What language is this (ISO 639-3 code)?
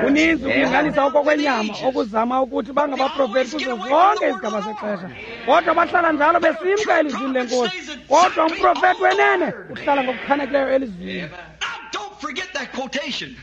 xho